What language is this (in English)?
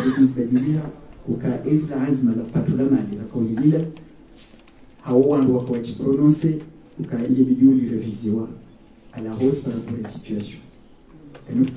Swahili